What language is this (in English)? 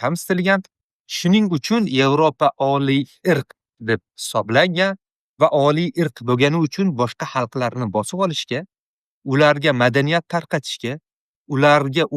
Uzbek